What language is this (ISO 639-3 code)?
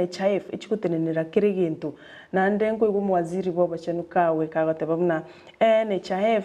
guz